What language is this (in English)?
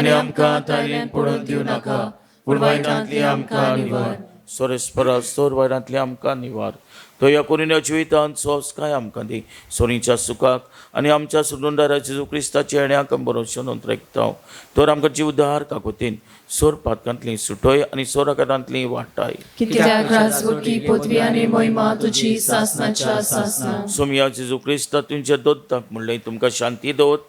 Konkani